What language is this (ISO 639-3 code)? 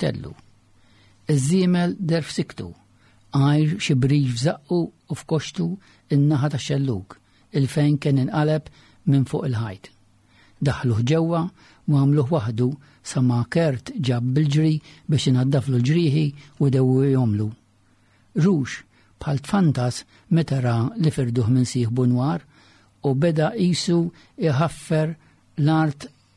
mlt